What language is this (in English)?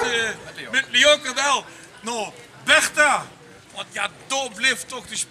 Limburgish